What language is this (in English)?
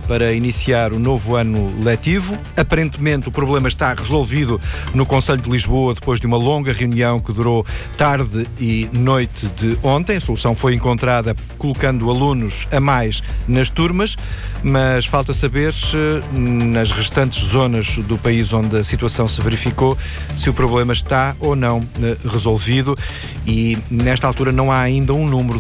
Portuguese